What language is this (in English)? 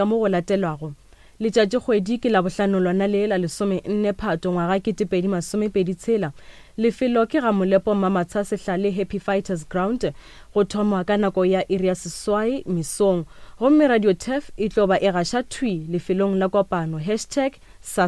Northern Sotho